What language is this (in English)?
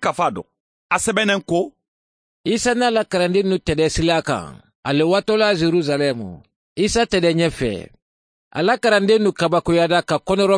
Mandingo